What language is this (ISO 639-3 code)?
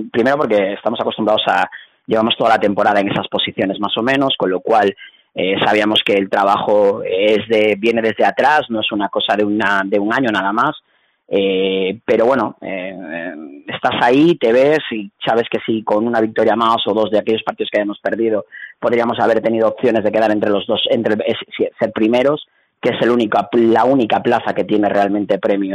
spa